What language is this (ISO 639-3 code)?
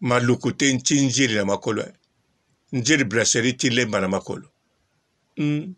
lin